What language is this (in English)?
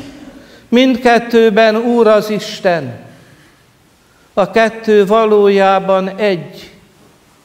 Hungarian